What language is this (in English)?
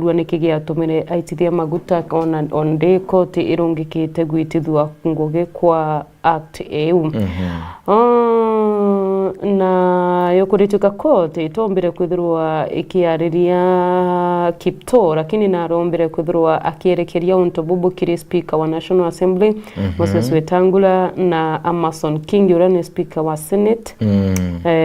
Meru